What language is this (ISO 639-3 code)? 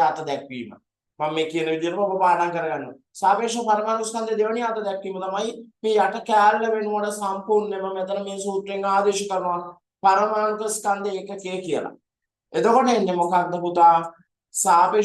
sin